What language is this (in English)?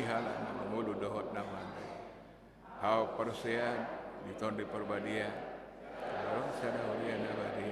Batak Toba